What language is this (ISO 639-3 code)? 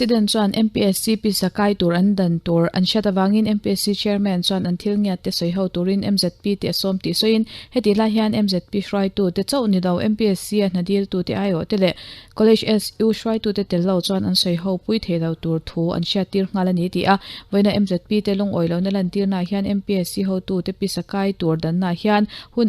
lus